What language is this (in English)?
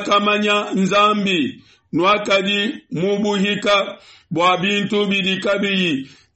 Luba-Lulua